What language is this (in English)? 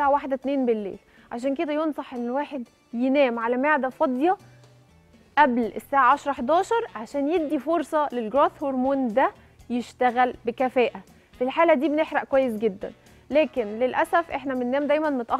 Egyptian Arabic